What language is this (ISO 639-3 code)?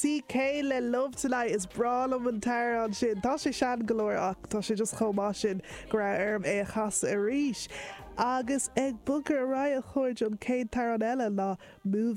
gle